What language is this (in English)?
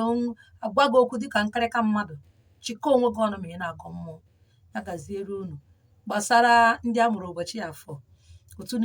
Igbo